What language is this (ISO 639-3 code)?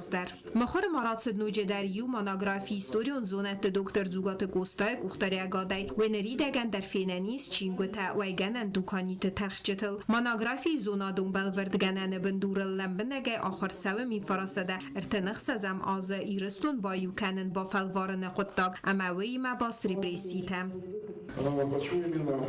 oss